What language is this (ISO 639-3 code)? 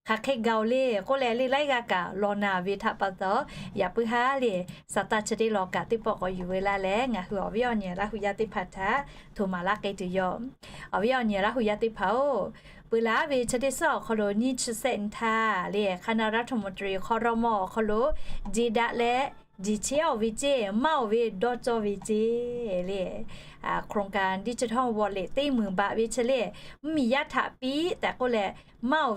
lhu